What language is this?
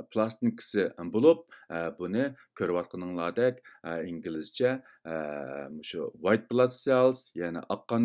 Uyghur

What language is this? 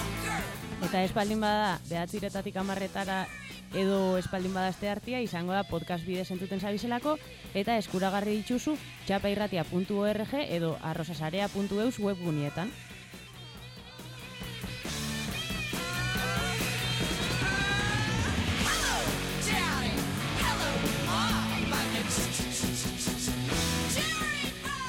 Basque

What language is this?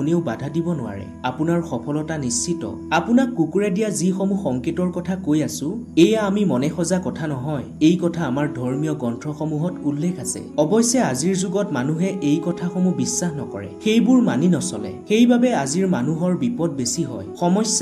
Assamese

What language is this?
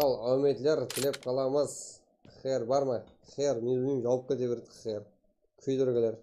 Kara-Kalpak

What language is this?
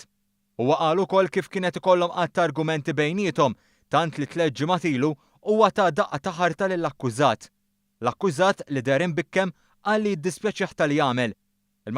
Maltese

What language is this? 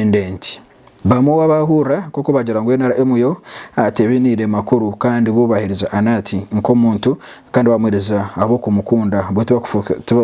Nyankole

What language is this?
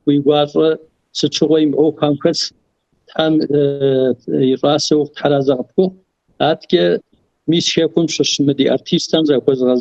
Kabardian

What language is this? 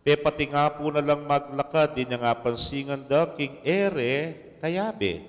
Pampanga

